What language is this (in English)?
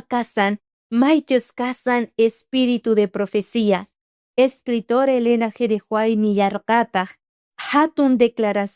South Bolivian Quechua